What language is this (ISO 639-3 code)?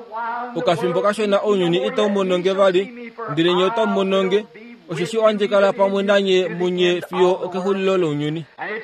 kua